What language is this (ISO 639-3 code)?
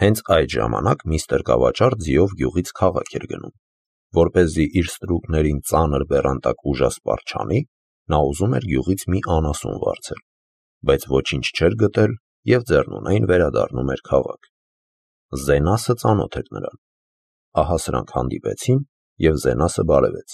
hye